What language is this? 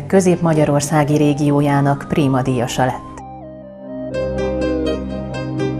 Hungarian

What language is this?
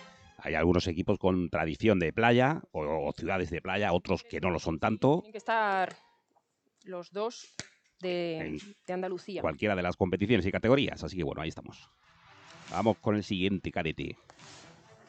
Spanish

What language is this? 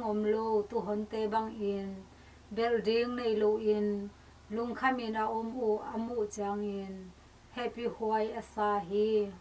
Tedim Chin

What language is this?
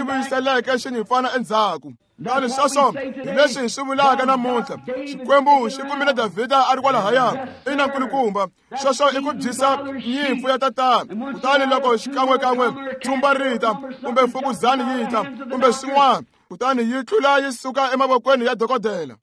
Tsonga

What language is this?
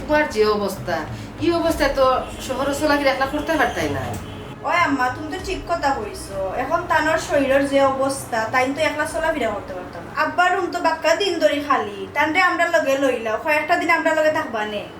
Sylheti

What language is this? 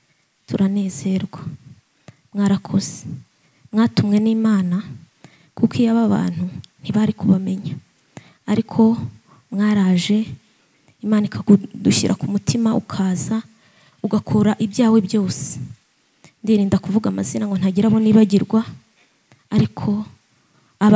Kinyarwanda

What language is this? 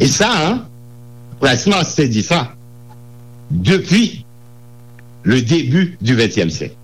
Haitian Creole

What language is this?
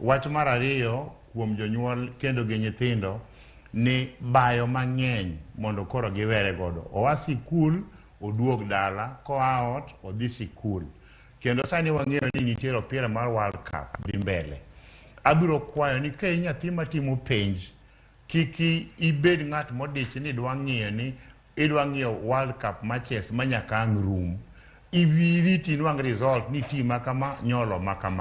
Luo (Kenya and Tanzania)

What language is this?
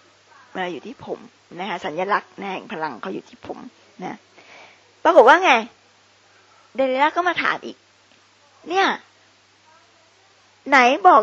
Thai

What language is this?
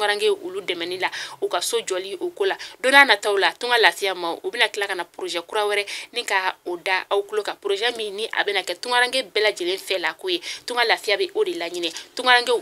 Bambara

